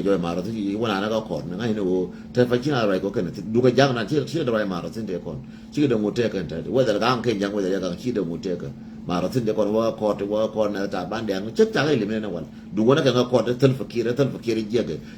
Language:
Nuer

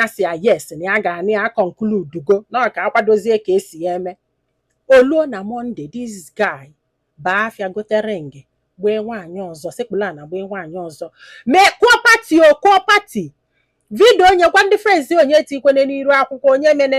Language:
Igbo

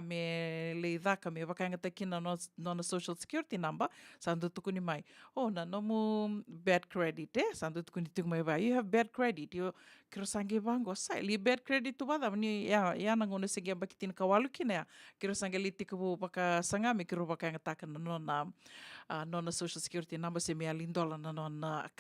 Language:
Fijian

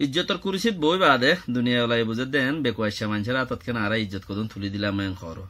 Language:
Rohingya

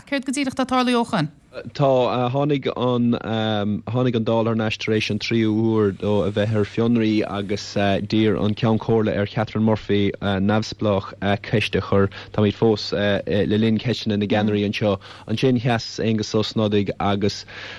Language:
Irish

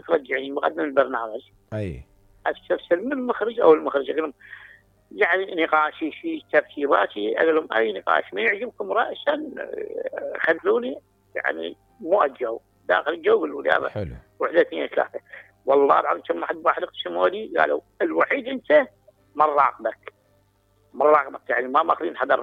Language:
Mesopotamian Arabic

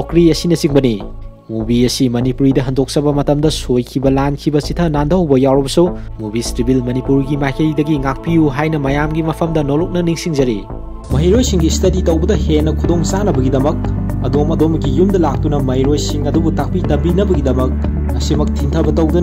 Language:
Manipuri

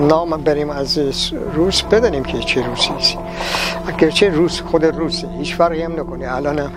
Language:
Gilaki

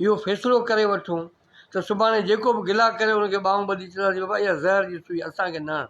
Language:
Sindhi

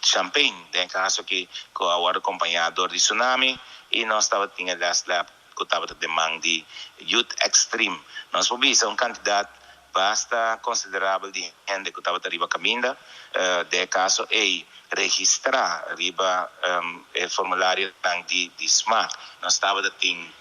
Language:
Papiamento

